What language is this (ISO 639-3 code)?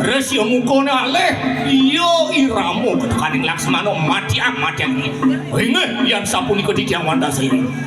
ban